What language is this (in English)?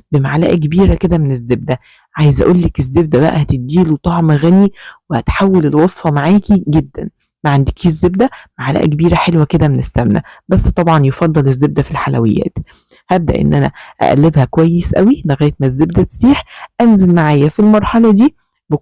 Egyptian Arabic